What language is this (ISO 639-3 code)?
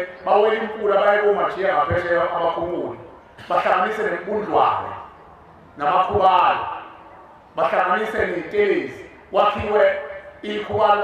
zul